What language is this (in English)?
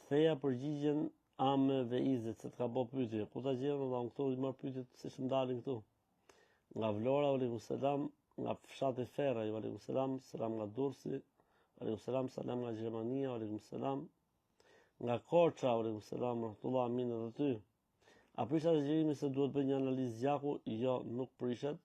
Albanian